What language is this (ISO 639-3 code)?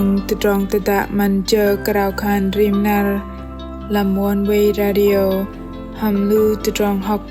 bdq